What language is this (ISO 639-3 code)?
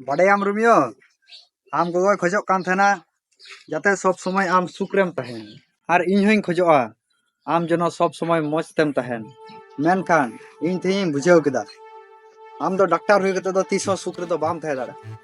sat